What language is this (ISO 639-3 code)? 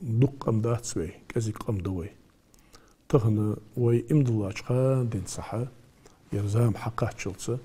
inh